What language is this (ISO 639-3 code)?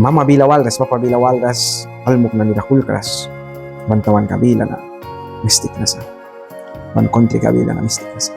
miq